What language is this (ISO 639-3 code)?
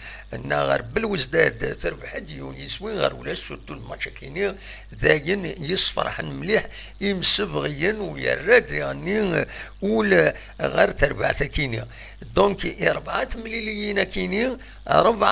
kab